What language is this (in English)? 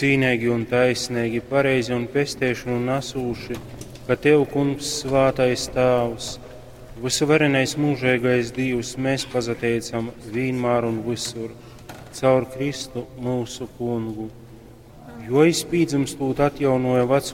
Latgalian